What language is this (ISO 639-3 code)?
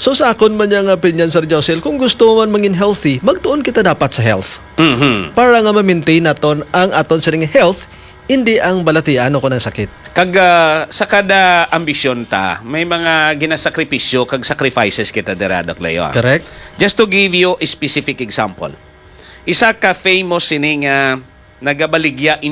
hil